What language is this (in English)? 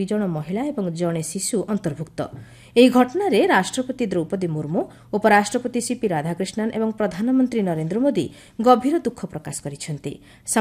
Odia